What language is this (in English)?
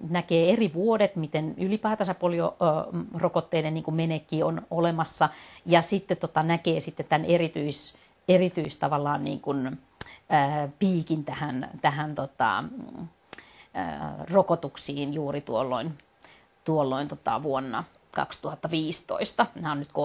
Finnish